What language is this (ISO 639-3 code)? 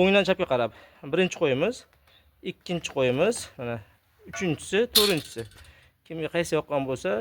uzb